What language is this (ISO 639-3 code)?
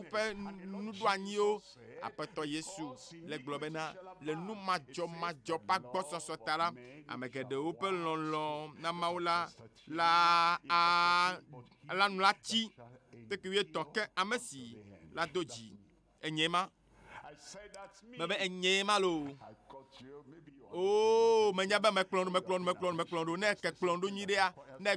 ewe